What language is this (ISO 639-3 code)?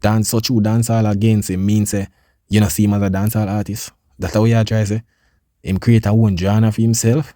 jam